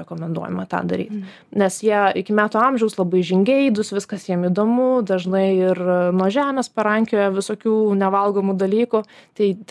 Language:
Lithuanian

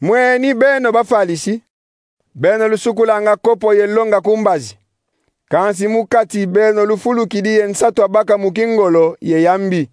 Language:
Kongo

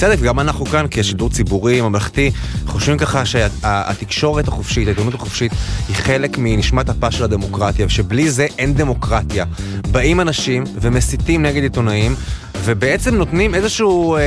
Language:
Hebrew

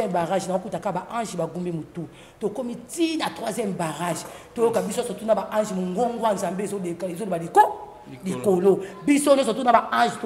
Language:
Lingala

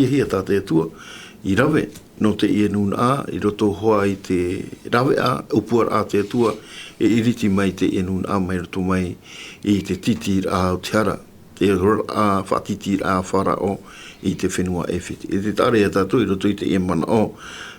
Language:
Tahitian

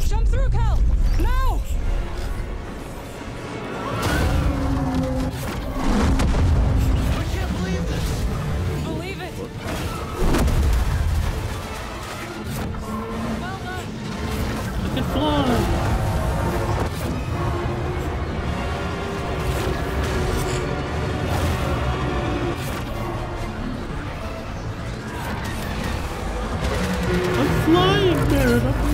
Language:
English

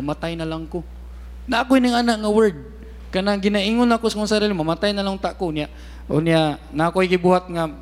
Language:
Cebuano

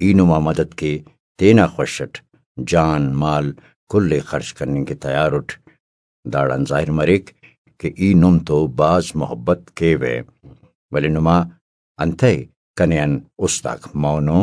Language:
Brahui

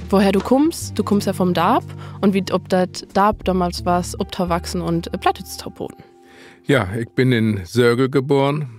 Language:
Low German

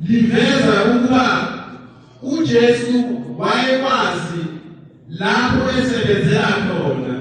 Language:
Zulu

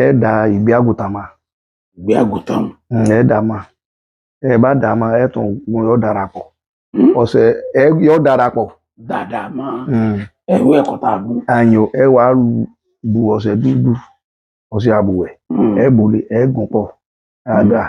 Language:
Yoruba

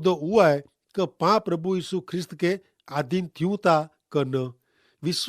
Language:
Kachhi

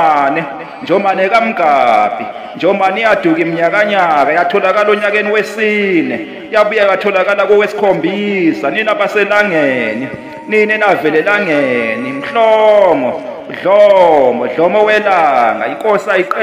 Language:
Zulu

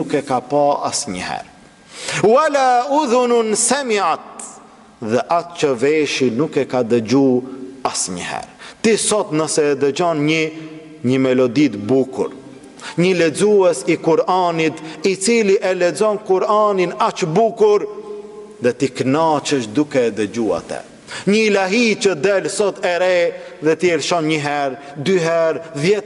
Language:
Albanian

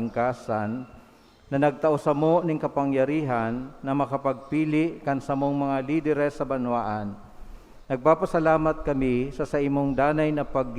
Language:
Bikol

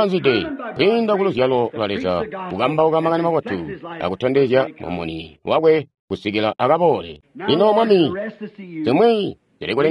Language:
Tonga (Zambia)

